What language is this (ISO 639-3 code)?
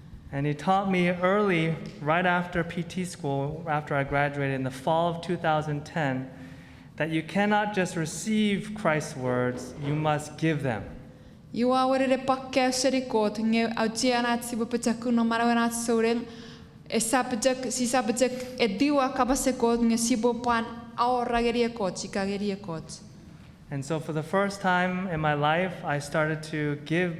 chk